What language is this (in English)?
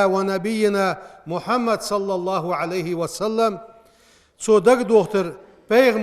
Ingush